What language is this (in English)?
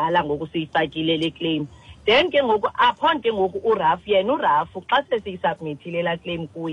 Xhosa